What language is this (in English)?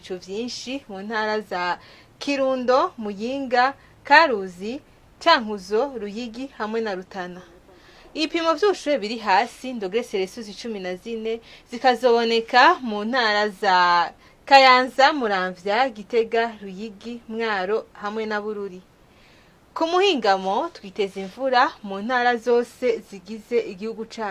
Rundi